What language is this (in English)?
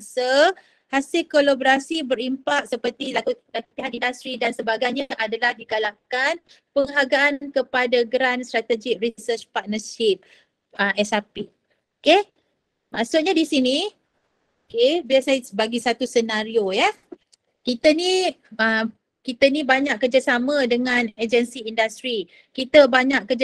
Malay